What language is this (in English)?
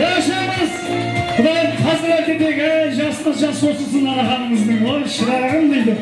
Kara-Kalpak